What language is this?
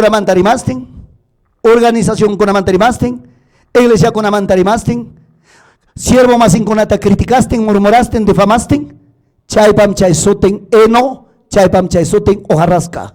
Ayacucho Quechua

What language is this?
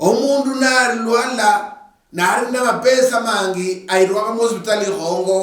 Luyia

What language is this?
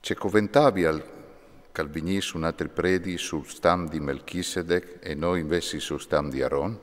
Friulian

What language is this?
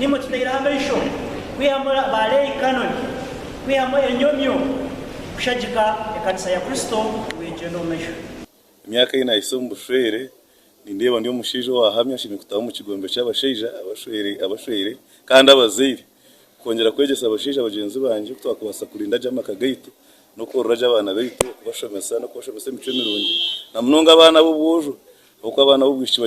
Nyankole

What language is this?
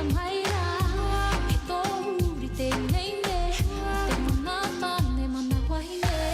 Māori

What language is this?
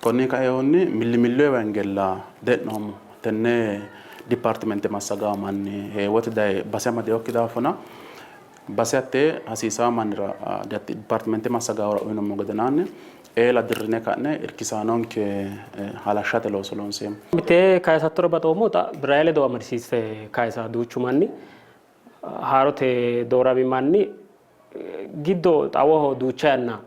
Sidamo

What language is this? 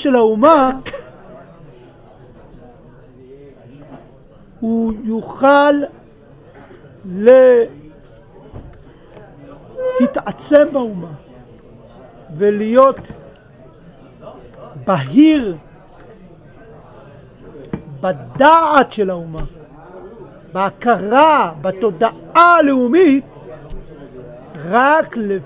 Hebrew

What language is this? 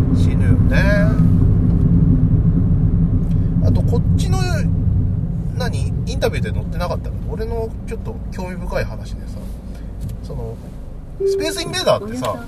Japanese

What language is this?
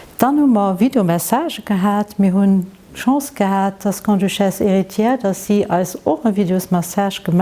Luxembourgish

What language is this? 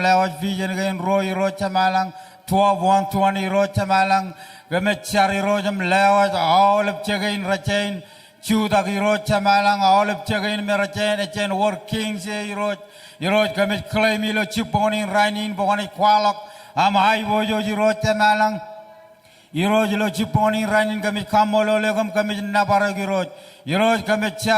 Marshallese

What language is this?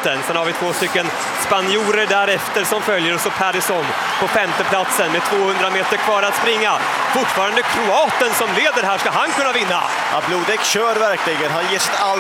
Swedish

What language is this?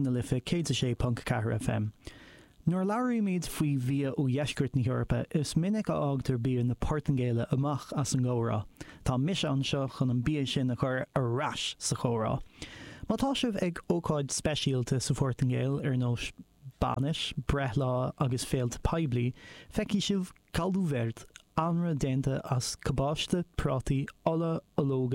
Irish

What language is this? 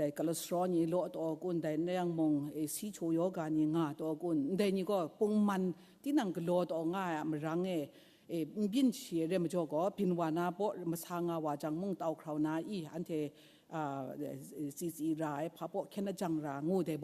Kachin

